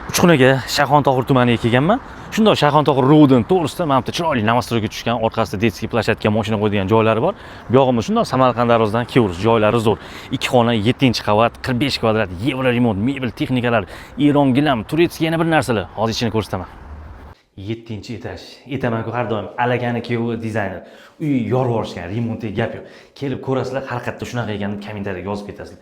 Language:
Uzbek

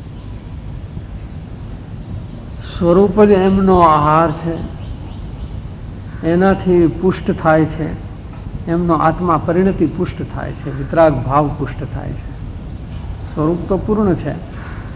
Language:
Gujarati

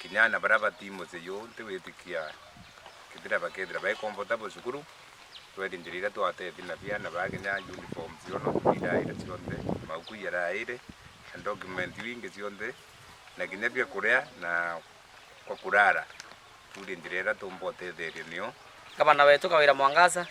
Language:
Meru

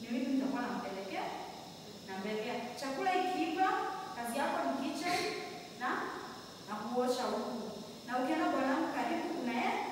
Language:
Swahili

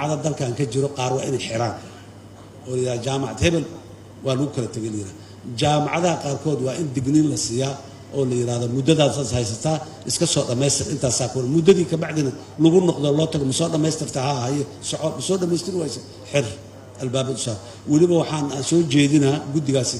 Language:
Somali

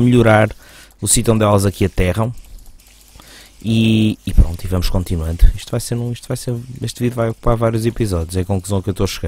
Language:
Portuguese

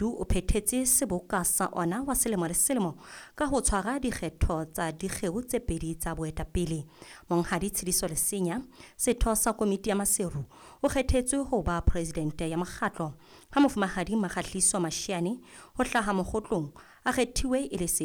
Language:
Southern Sotho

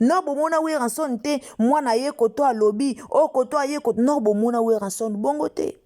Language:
Lingala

